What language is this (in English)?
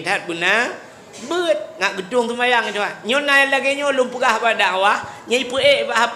Achinese